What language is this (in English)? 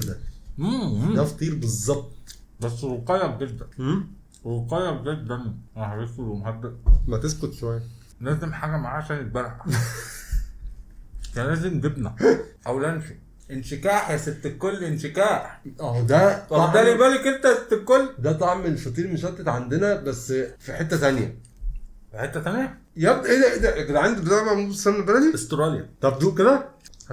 Egyptian Arabic